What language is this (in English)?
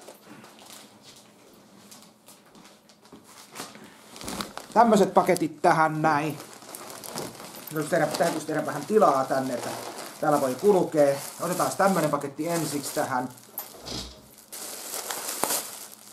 Finnish